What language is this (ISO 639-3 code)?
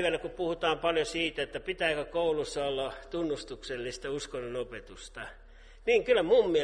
fin